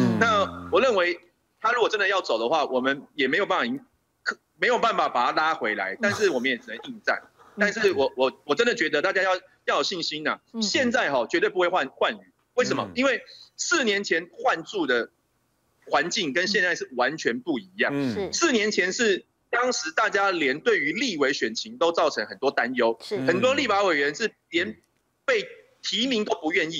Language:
Chinese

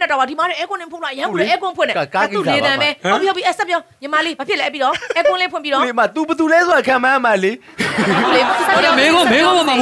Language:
Burmese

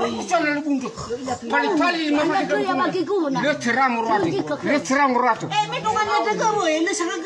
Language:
Nias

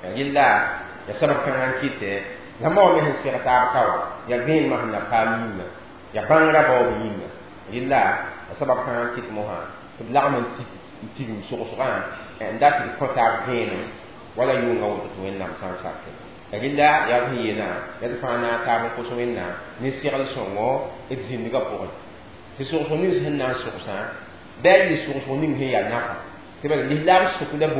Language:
Mossi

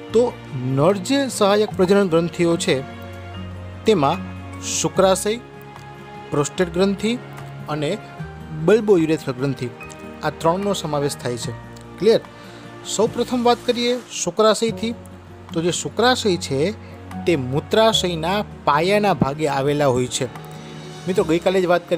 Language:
Gujarati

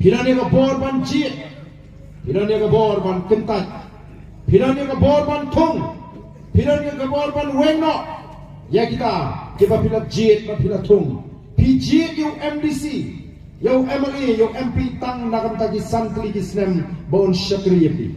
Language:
Khasi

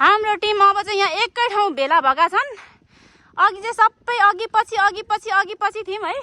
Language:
Nepali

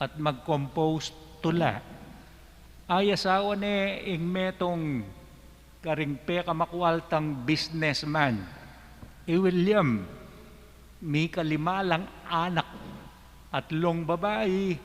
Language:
Pampanga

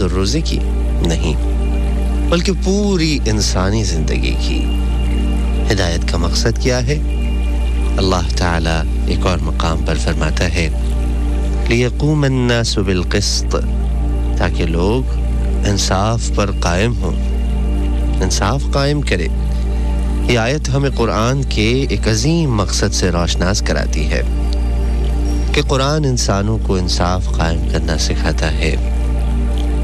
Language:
Urdu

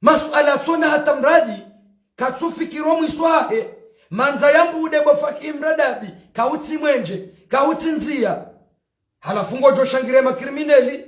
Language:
Ngazidja Comorian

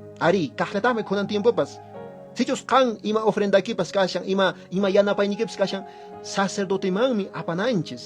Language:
Quechua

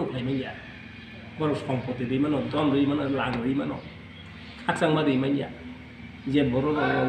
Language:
Kok Borok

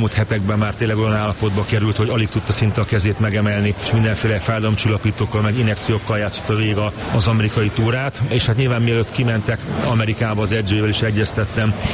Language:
Hungarian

